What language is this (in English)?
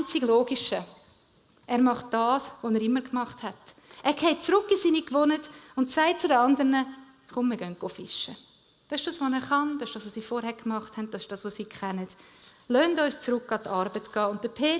Swiss German